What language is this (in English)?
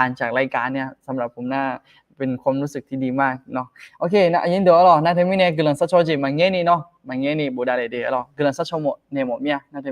Akha